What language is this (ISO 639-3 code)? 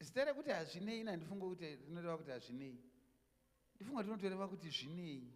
sna